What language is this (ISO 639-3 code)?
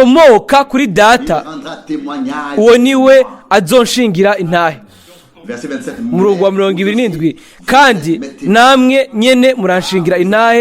run